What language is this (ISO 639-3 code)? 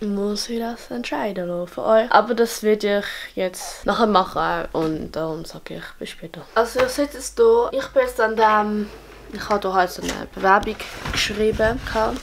gsw